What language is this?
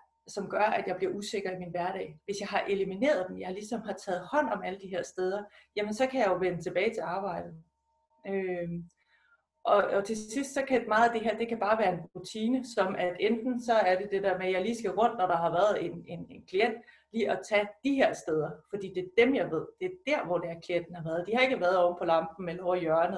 Danish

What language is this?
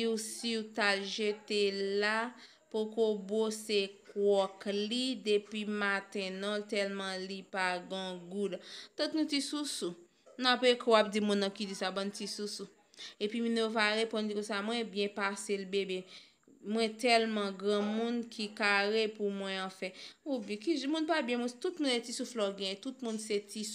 Haitian Creole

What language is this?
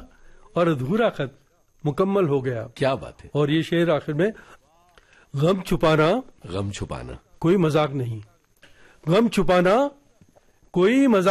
Urdu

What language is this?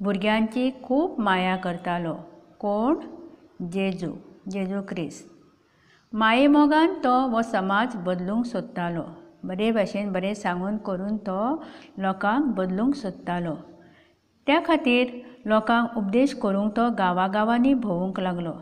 Konkani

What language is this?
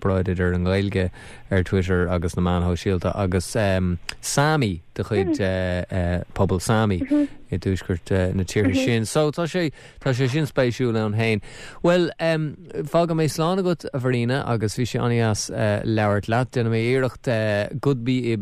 Irish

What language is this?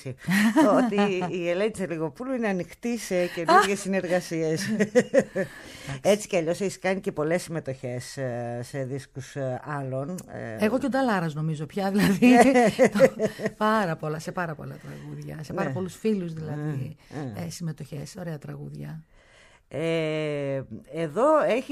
Greek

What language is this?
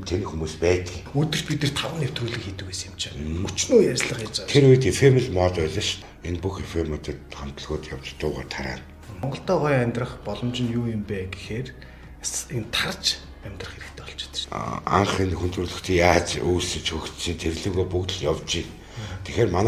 Mongolian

